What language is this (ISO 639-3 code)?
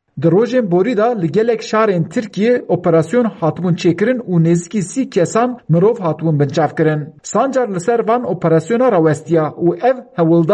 kur